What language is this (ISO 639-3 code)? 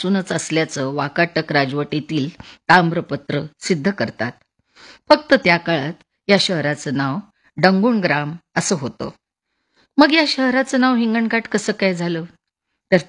mar